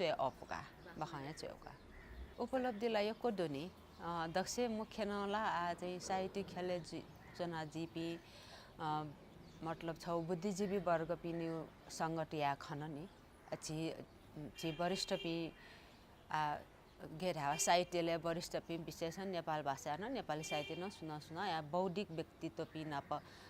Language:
Newari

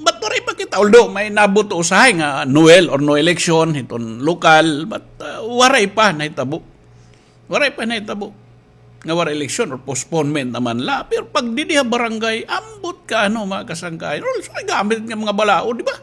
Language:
Waray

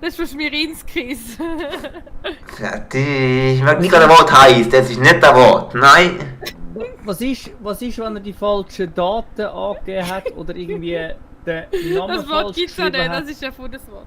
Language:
Swiss German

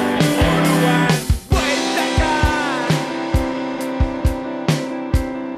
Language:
Basque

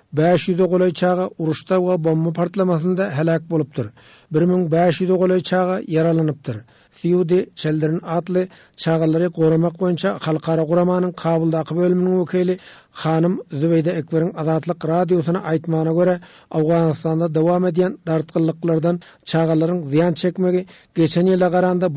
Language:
Turkmen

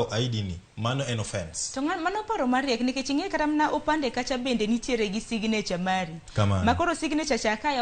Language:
Luo (Kenya and Tanzania)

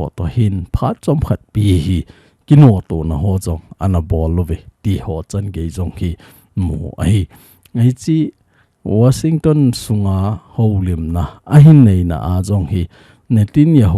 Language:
Thado Chin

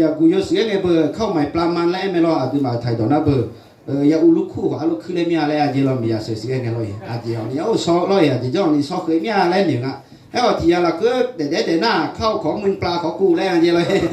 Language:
Akha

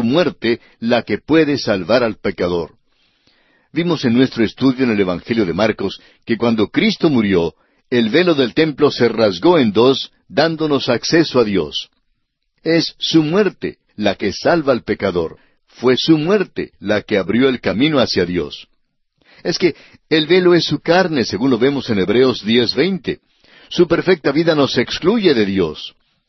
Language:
Spanish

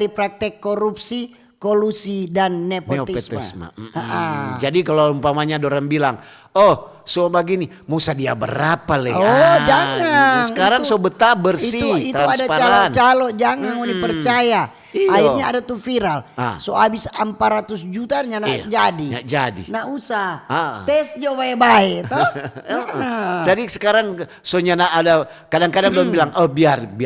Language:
Manado Malay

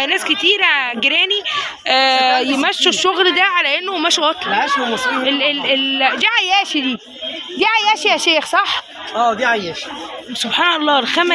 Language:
Egyptian Arabic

